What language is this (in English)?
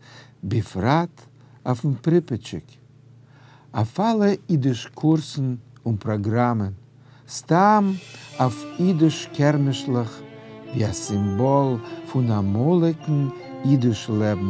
Yiddish